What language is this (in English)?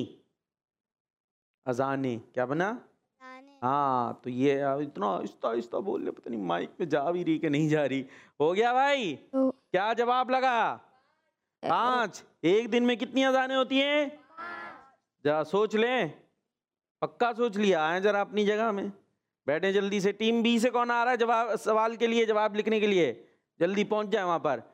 Hindi